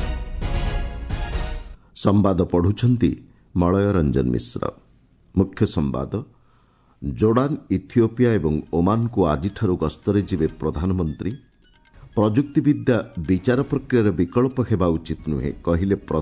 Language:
Odia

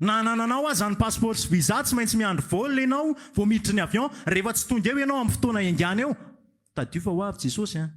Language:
Malagasy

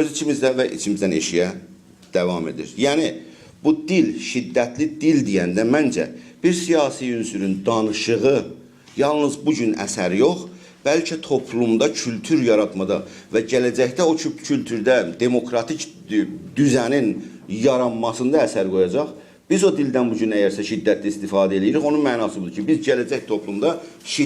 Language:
South Azerbaijani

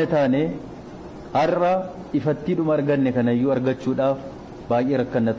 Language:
Oromo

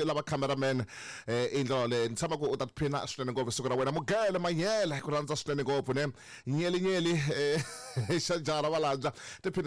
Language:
Tsonga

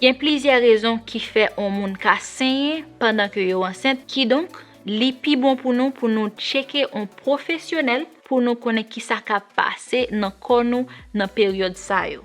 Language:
Haitian Creole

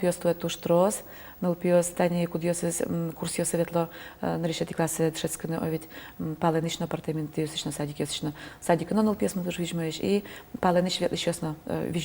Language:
Udmurt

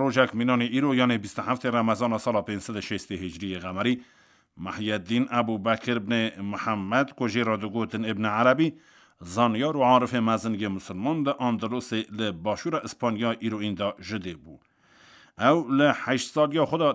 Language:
Kurdish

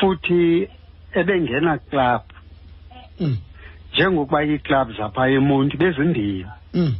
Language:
Xhosa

